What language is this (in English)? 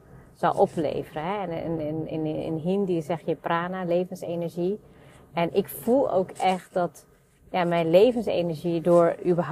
Dutch